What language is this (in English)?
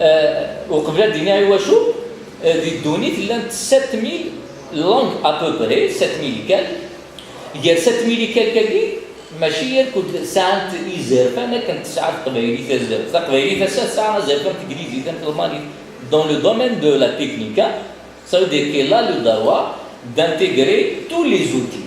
Kabyle